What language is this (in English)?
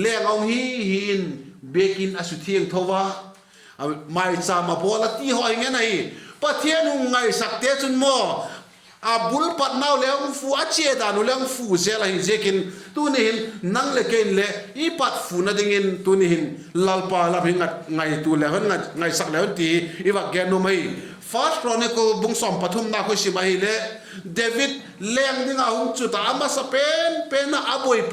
Vaiphei